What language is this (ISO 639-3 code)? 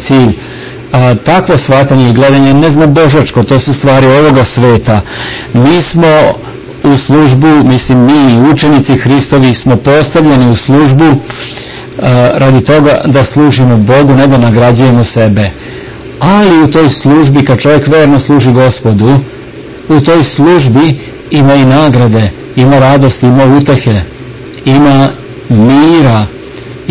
srp